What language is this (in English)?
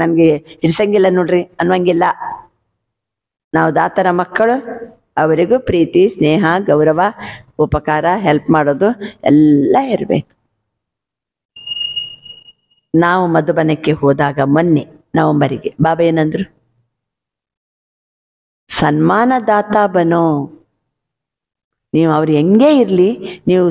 Kannada